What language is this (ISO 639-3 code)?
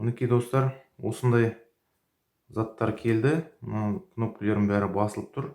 kaz